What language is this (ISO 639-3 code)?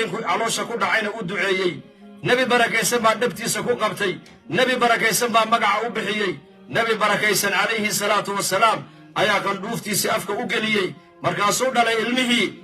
som